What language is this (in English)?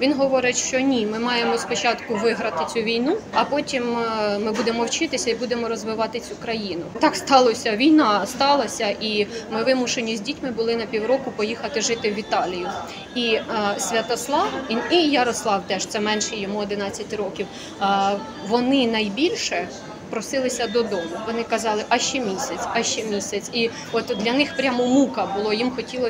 Ukrainian